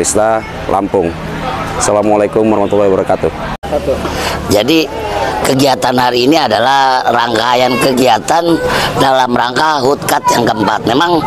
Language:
Indonesian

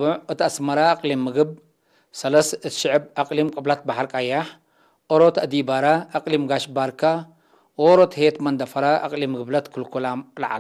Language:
Tigre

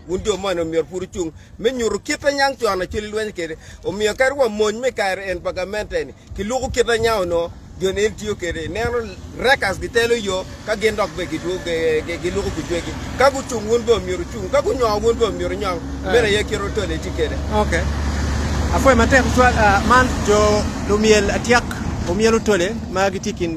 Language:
Acoli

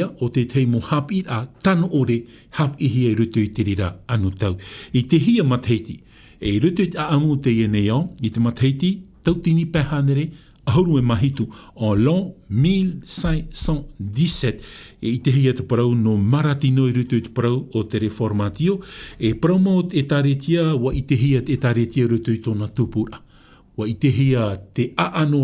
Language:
Tahitian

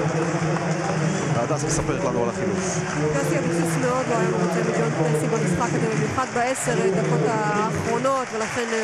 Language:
Hebrew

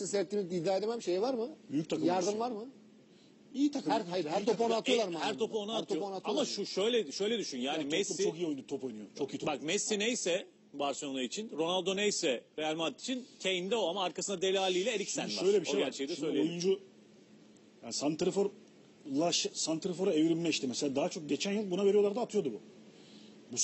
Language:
Turkish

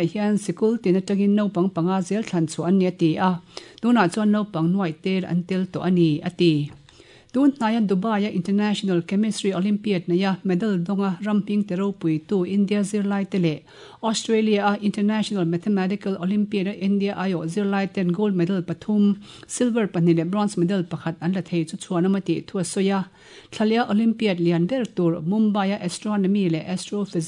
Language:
Mizo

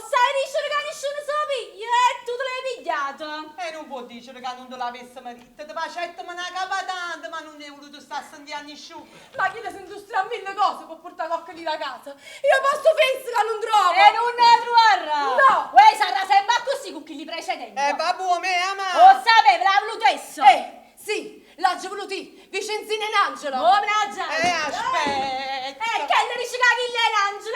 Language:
Neapolitan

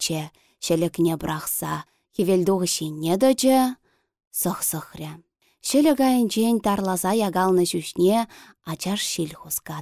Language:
Chuvash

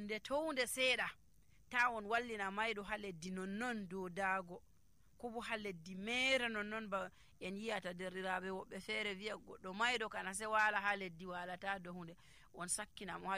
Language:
Nigerian Fulfulde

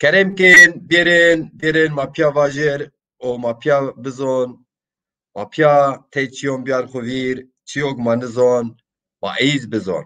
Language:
Zaza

